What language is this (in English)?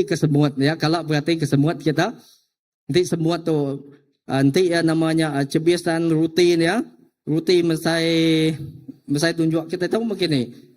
Iban